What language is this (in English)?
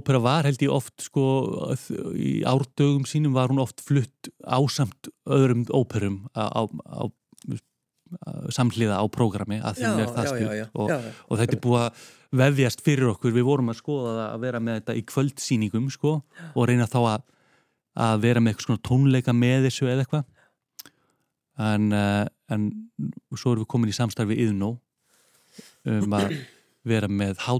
Icelandic